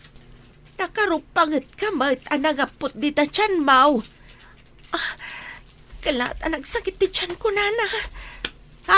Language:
Iloko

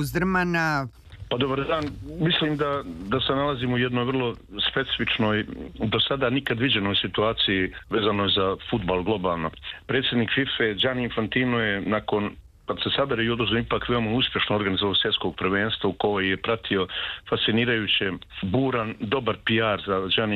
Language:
Serbian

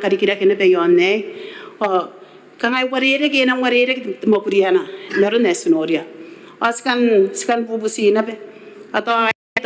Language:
Gilbertese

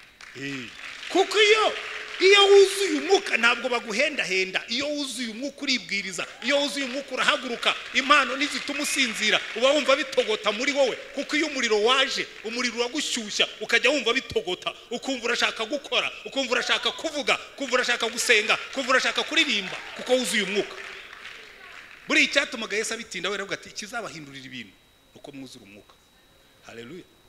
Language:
Kinyarwanda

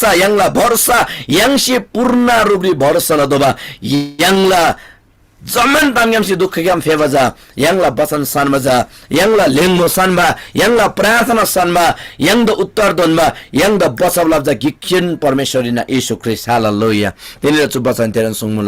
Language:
Eastern Tamang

